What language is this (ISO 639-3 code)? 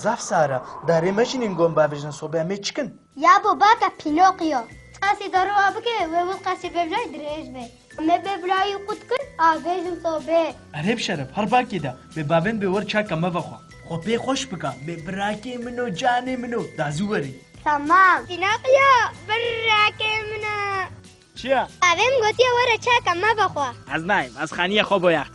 kur